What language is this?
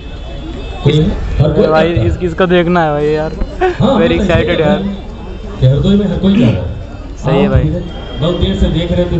Hindi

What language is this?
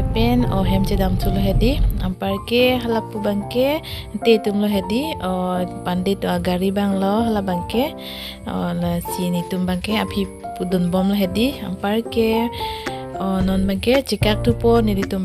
Karbi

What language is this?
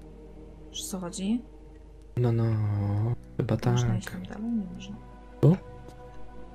Polish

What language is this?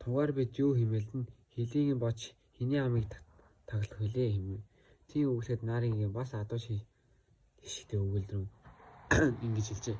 Mongolian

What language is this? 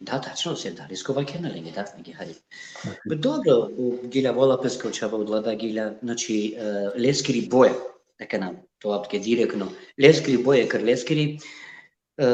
Balkan Romani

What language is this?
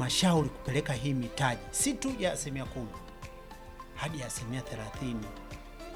Swahili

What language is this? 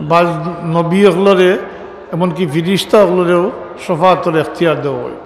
Sylheti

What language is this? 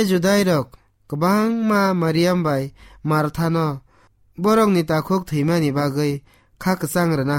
Kok Borok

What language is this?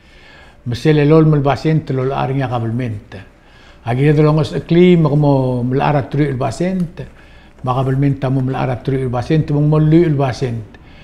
Palauan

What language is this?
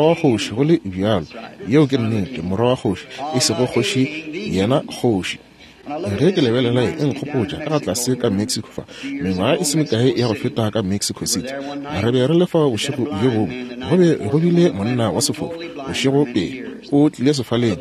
Northern Sotho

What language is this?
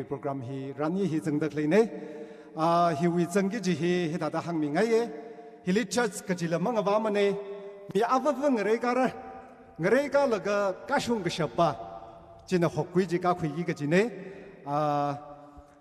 Tangkhul Naga (India)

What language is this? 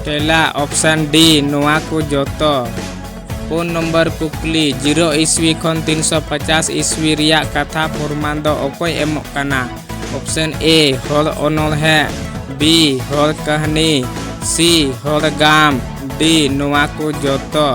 Santali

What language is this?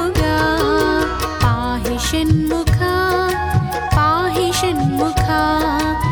Telugu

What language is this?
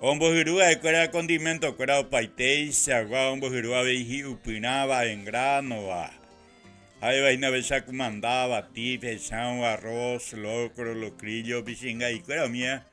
Guarani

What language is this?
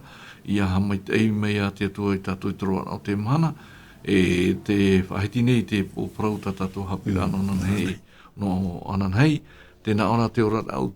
Tahitian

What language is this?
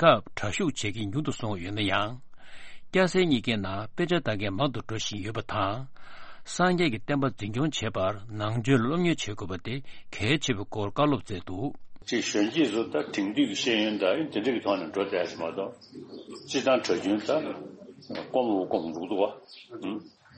Tibetan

